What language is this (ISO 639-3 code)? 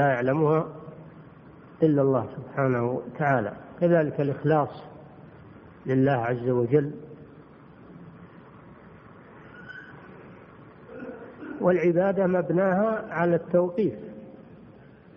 ara